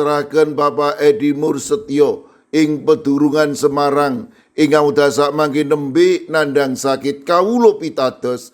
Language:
Javanese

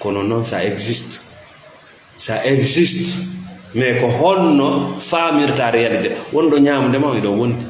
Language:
Fula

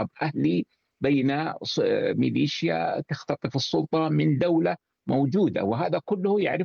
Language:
Arabic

